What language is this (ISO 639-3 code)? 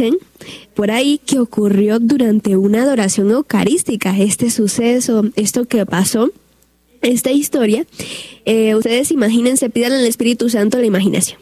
spa